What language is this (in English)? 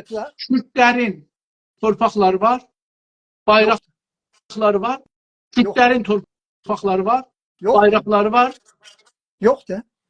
South Azerbaijani